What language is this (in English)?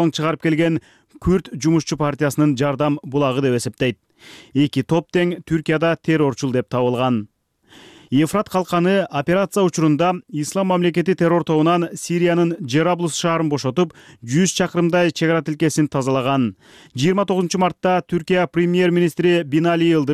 Kyrgyz